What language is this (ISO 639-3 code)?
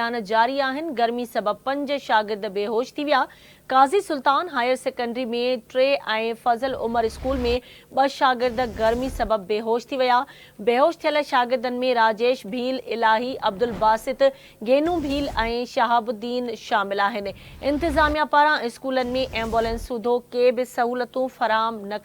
snd